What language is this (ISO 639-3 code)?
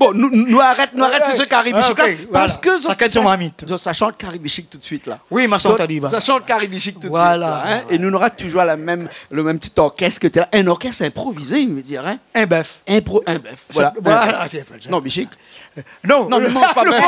rcf